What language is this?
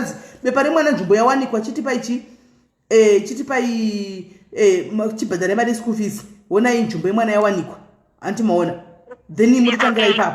Shona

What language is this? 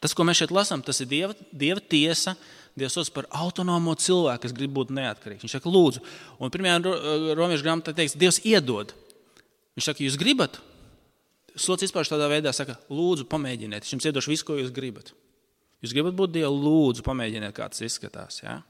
Latvian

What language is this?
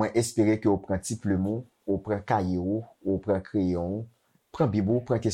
Haitian Creole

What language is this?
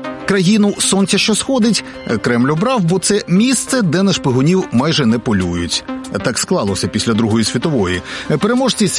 Ukrainian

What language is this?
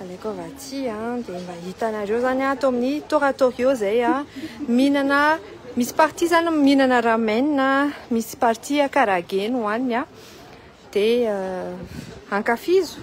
Malagasy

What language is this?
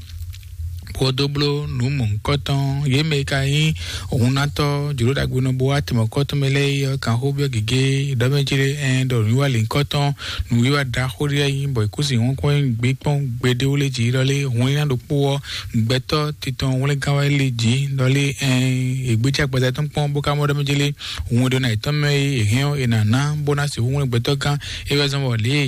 Fon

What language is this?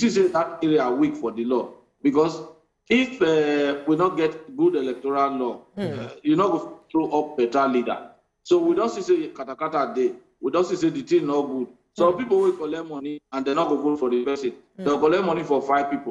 Nigerian Pidgin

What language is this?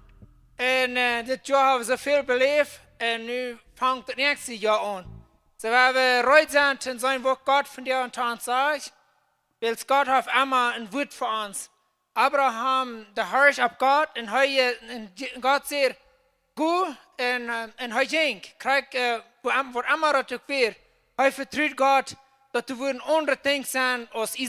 Plautdietsch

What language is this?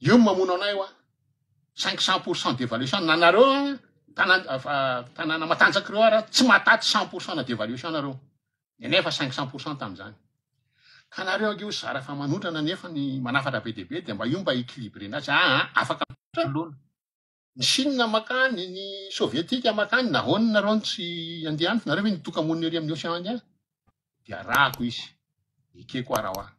Malagasy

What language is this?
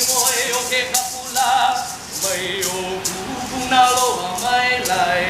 Hawaiian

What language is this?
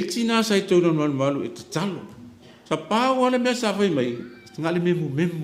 Samoan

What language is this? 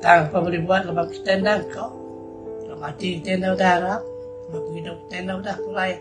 Iban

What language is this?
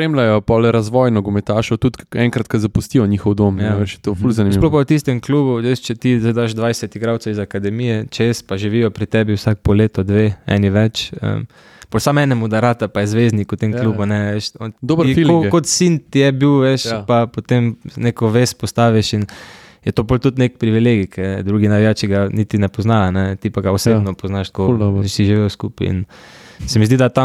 Slovenian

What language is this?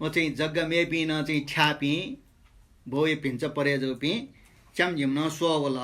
Newari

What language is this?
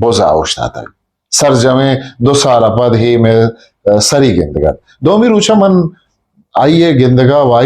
Eastern Balochi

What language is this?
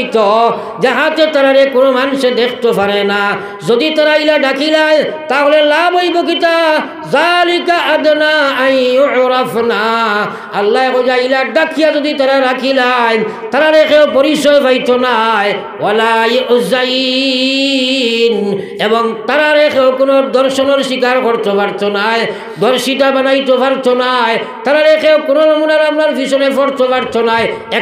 Sylheti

